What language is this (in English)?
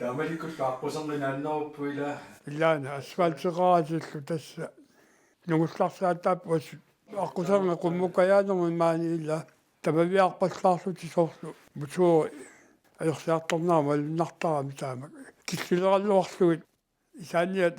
Kalaallisut